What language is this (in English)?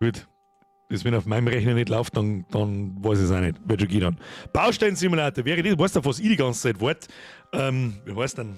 Bavarian